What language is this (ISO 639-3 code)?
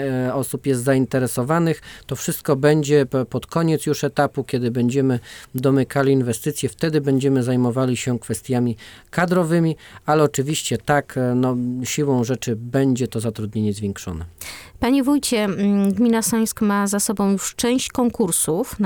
pol